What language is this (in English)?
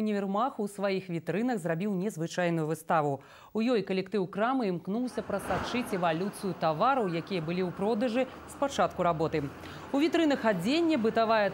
Belarusian